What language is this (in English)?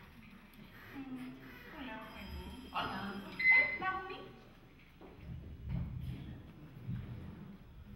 Burmese